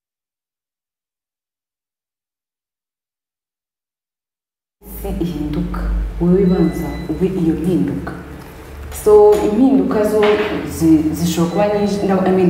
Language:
Kinyarwanda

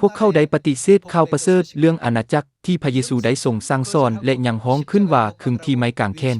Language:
Lao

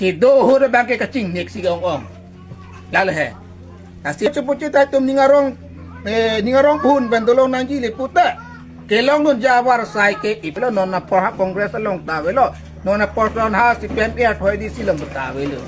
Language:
Karbi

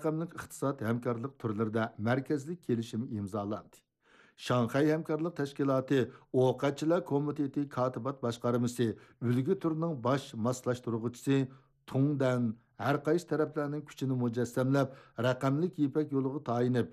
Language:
Uyghur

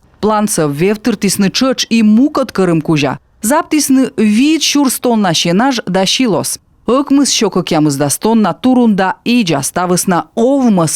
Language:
Komi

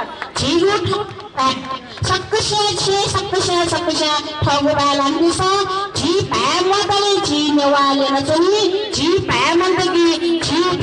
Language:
Newari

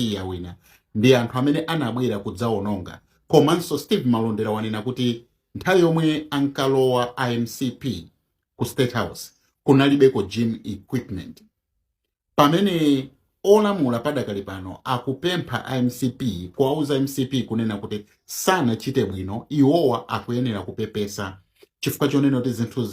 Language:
Nyanja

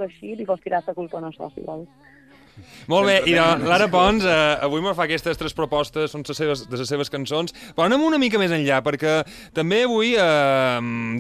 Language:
Catalan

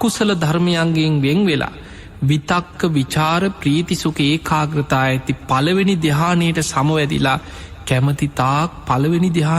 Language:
Sinhala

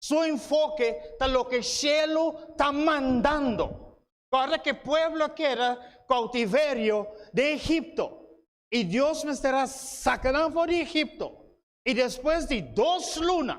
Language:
Papiamento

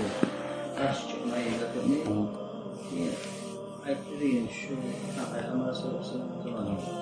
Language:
Kumyk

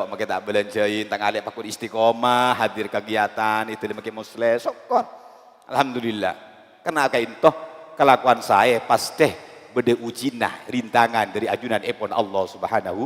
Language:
Madurese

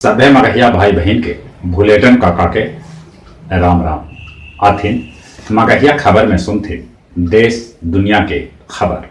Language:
Magahi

